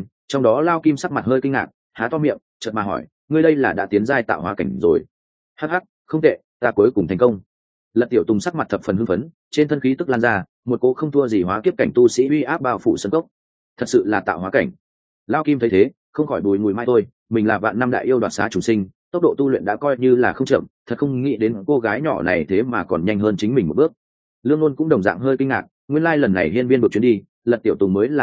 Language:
Vietnamese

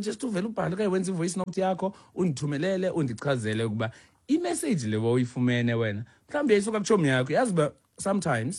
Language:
Xhosa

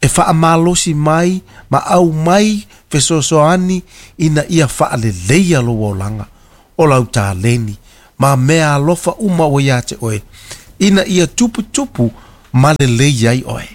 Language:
Samoan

